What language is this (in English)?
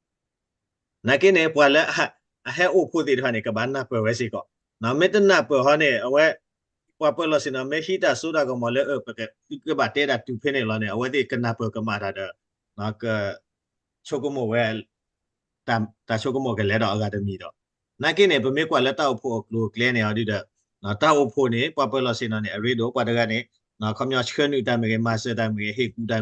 S'gaw Karen